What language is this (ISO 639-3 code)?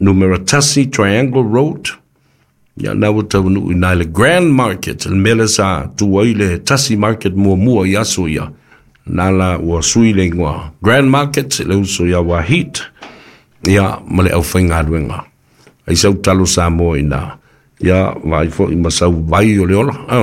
smo